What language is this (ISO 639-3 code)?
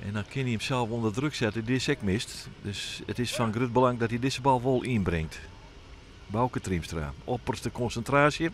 fry